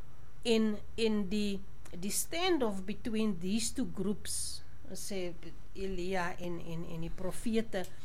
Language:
Afrikaans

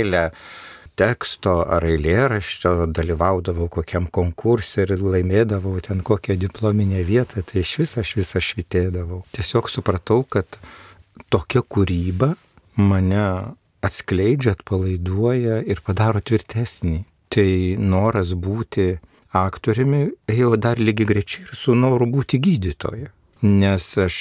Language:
Lithuanian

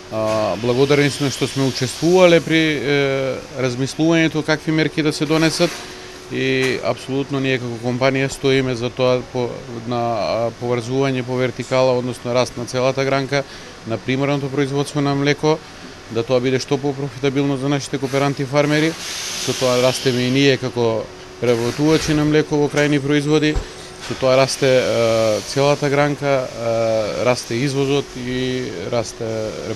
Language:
Macedonian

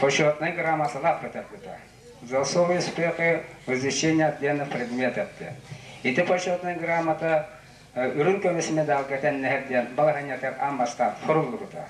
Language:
Yakut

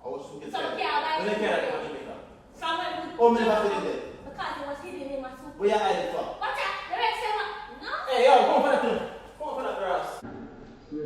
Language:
Jamaican Creole English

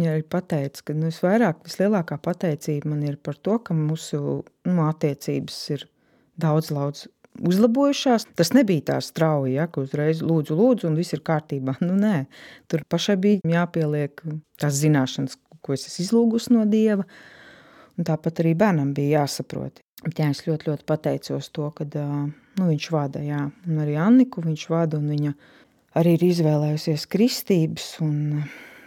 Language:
Latvian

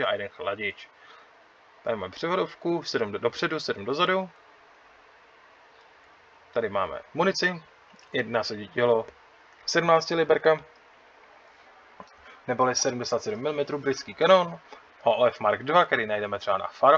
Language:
Czech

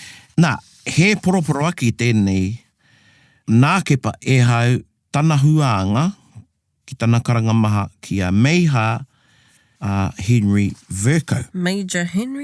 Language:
Māori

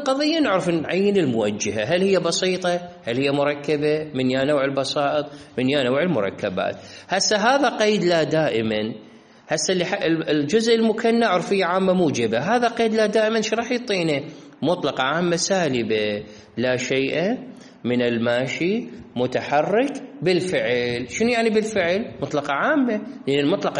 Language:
Mesopotamian Arabic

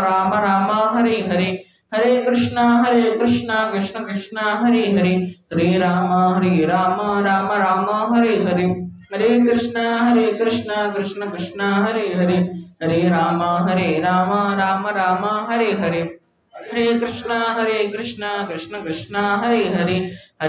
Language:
Odia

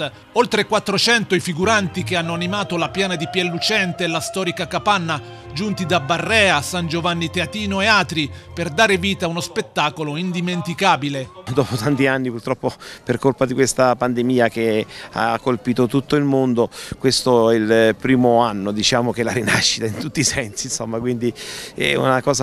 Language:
Italian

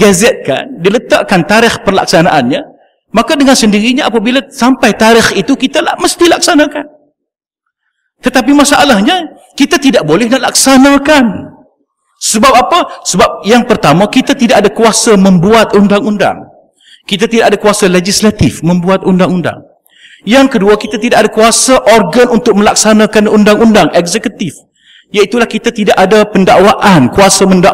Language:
Malay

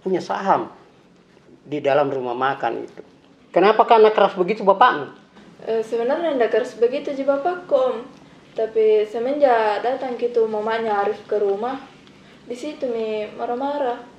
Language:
Makassar Malay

